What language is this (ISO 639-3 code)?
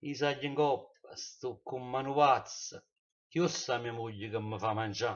nap